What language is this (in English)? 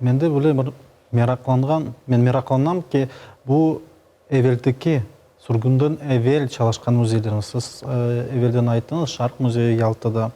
Crimean Tatar